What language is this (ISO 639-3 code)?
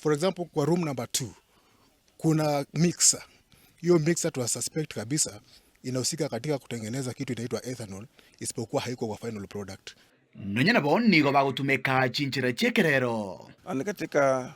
guz